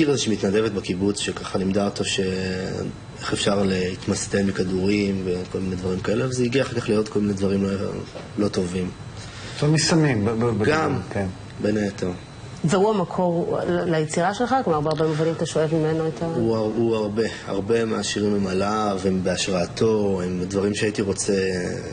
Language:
Hebrew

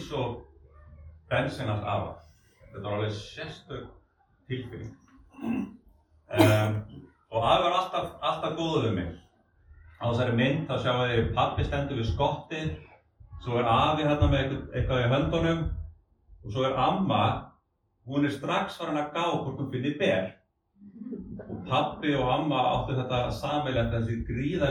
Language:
Icelandic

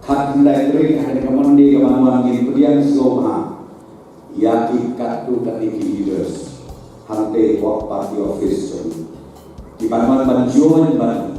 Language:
Khasi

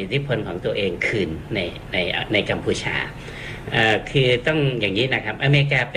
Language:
Thai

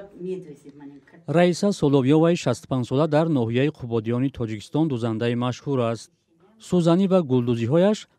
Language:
Tajik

